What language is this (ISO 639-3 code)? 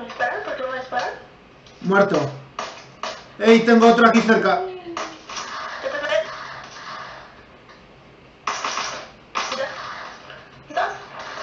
spa